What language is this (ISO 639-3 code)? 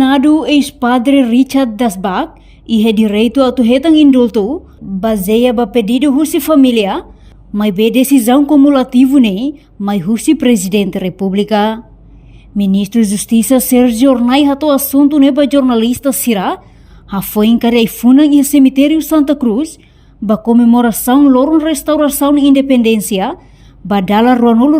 tet